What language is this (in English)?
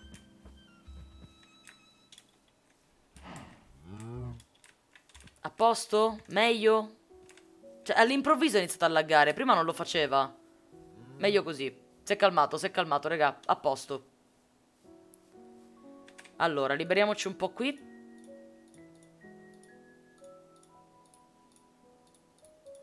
Italian